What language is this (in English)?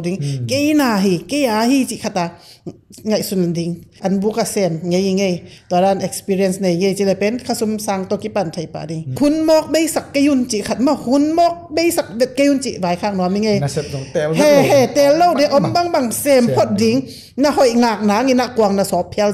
Tedim Chin